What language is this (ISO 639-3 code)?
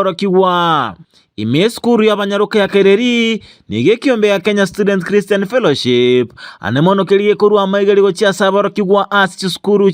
guz